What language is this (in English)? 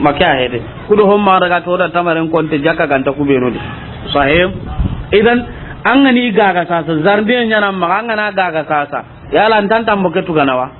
Soninke